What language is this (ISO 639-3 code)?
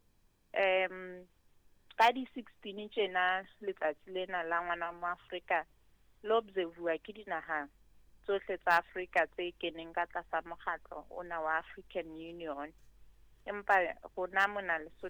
sot